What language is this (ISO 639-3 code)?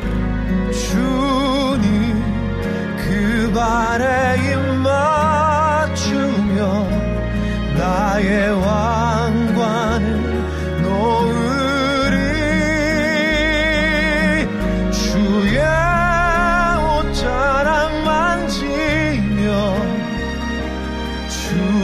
kor